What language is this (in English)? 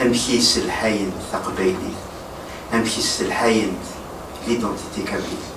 Kabyle